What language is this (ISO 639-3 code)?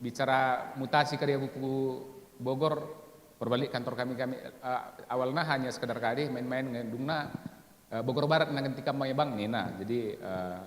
btx